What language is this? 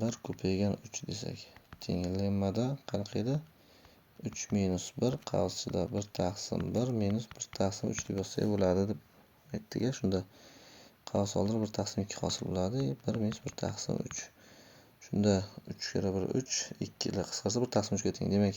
Uzbek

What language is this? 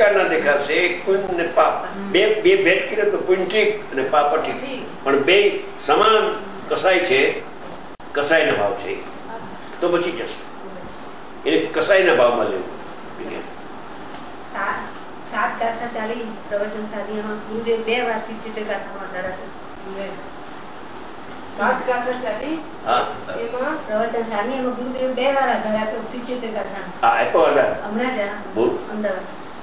Gujarati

